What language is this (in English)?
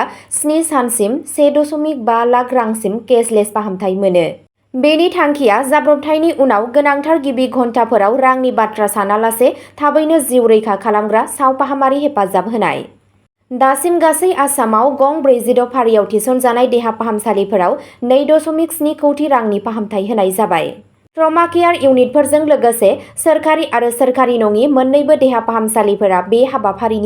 Bodo